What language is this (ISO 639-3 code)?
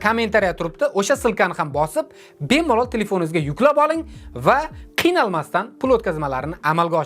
uzb